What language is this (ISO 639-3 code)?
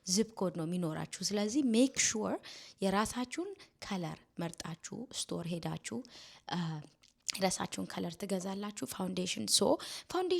amh